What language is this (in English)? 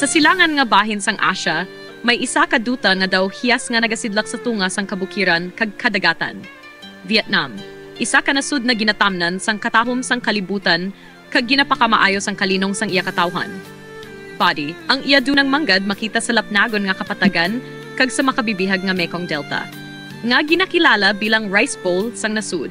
Hiligaynon